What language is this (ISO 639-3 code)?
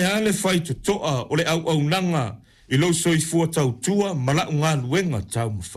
smo